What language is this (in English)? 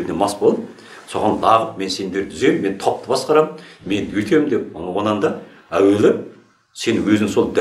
Kazakh